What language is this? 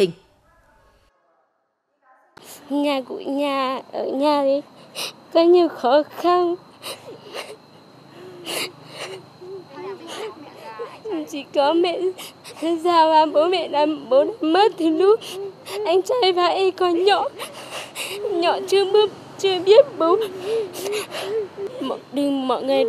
Vietnamese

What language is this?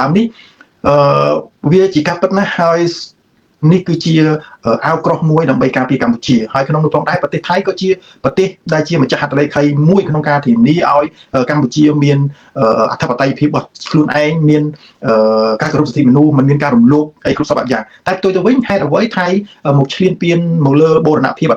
Khmer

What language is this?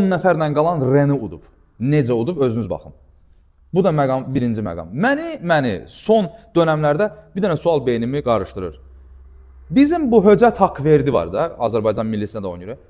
Azerbaijani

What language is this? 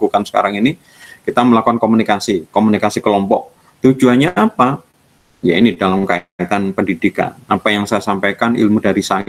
Indonesian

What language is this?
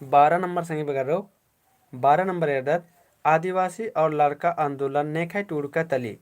Kurukh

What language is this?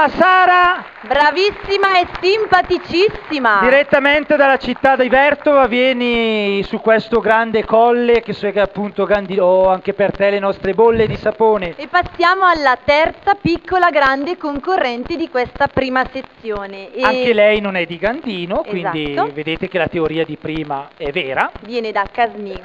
Italian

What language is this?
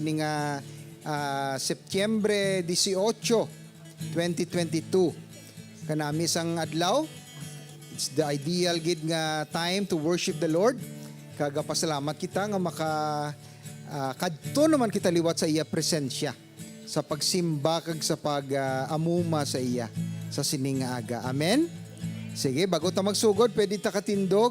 Hiligaynon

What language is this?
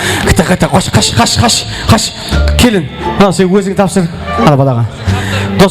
Kara-Kalpak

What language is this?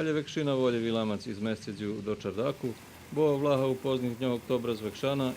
Rusyn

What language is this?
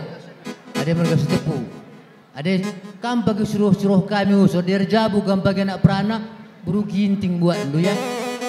Batak Karo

